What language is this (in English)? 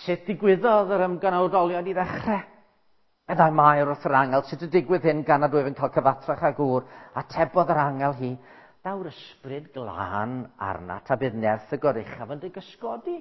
Welsh